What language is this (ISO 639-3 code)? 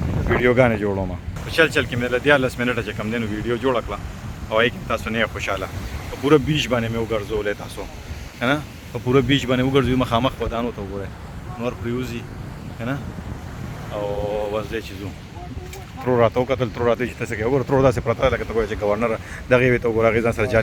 pus